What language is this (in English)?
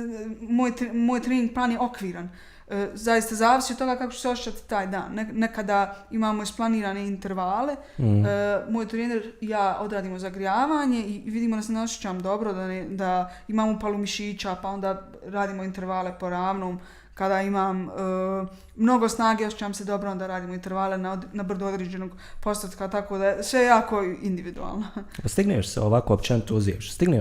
Bosnian